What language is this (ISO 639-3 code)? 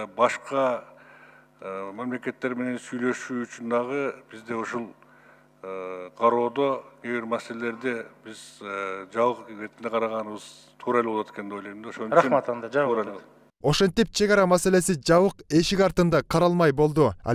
kir